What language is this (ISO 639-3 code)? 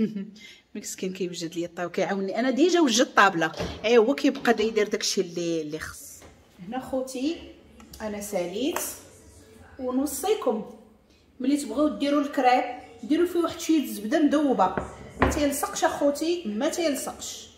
ary